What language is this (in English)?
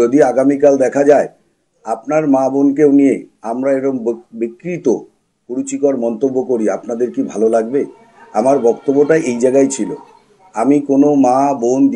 Bangla